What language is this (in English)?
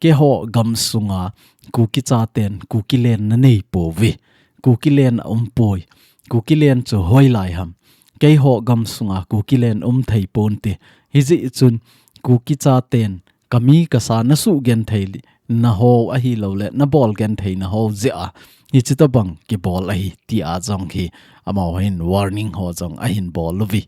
Thado Chin